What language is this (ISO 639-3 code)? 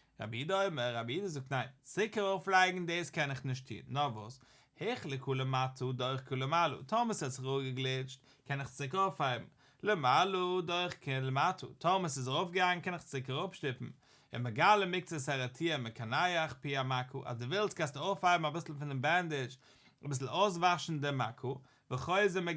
yid